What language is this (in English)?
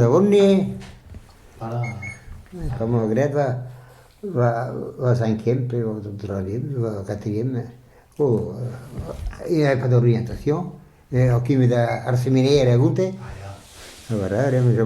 Breton